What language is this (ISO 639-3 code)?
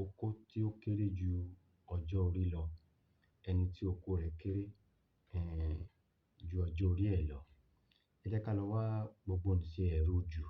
yor